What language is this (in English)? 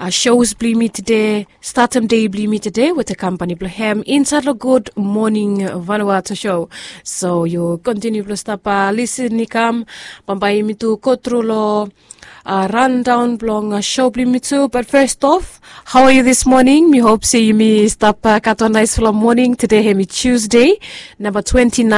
Bislama